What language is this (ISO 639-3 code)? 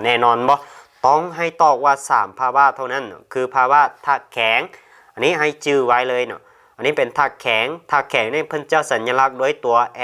lao